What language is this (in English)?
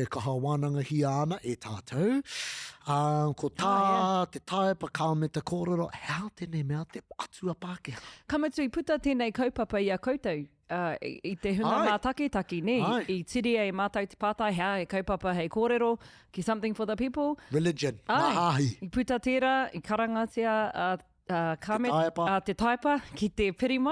Māori